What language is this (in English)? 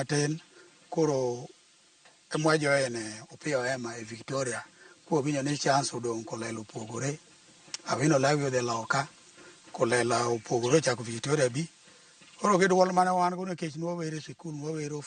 Luo (Kenya and Tanzania)